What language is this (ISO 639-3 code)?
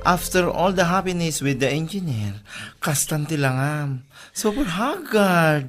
ilo